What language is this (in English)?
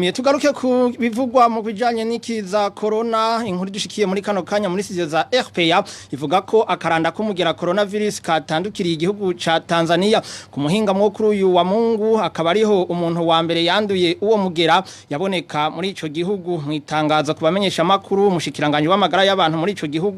Rundi